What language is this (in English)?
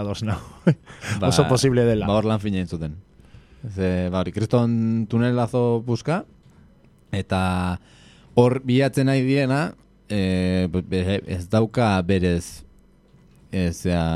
Basque